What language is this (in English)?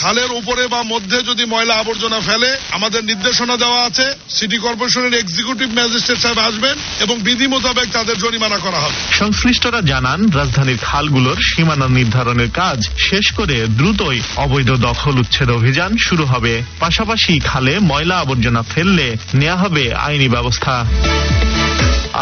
Bangla